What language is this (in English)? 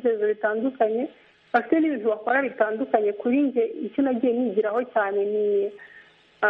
Kinyarwanda